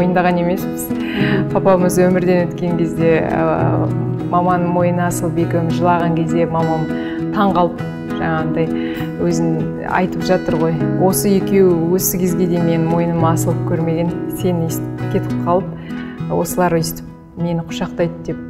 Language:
Kazakh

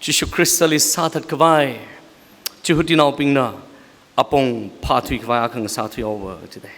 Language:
Tangkhul Naga (India)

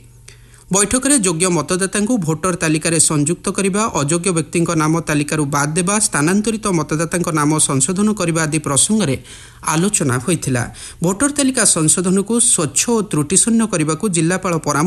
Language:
Odia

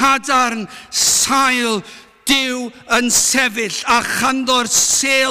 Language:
Welsh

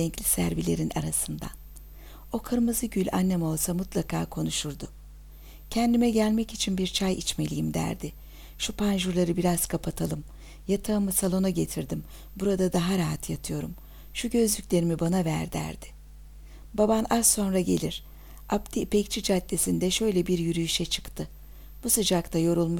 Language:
Turkish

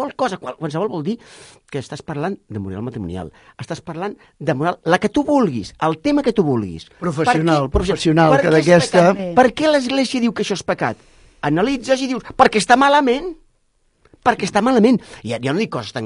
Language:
Catalan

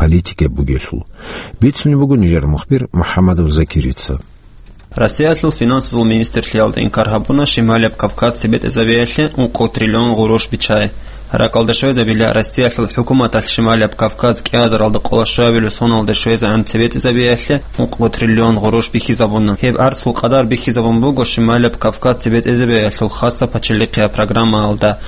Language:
Avaric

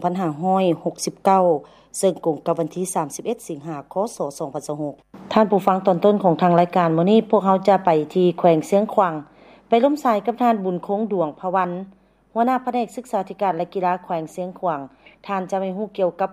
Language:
Lao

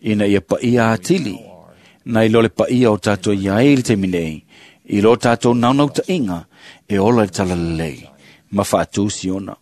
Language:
Samoan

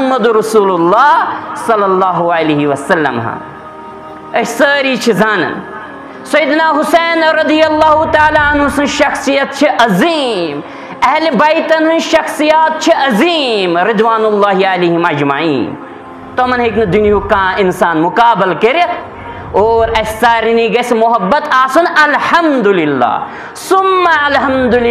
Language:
Kashmiri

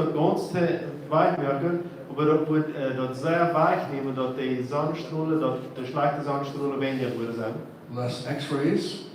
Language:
Plautdietsch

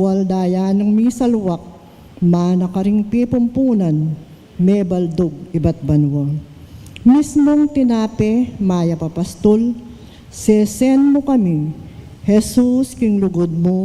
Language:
Pampanga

